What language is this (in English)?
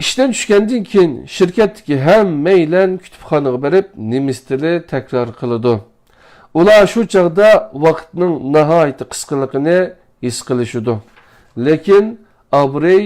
Uyghur